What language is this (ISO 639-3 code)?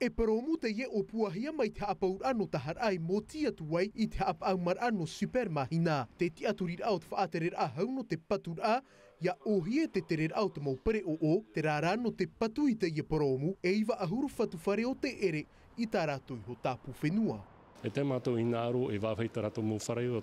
tah